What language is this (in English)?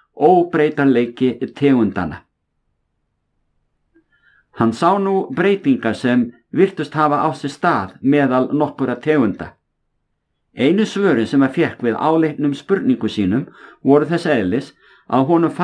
Icelandic